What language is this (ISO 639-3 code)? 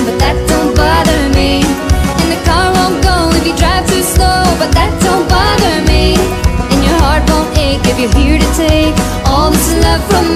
eng